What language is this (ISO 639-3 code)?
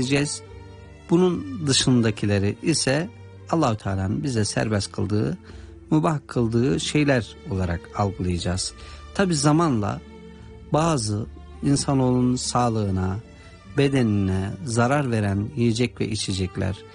tur